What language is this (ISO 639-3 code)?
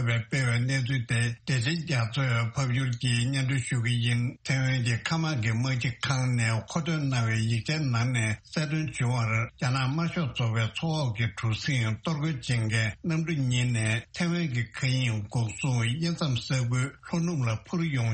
bod